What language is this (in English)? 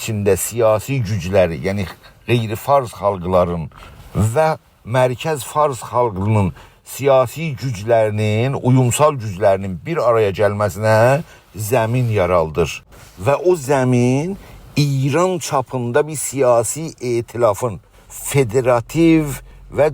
South Azerbaijani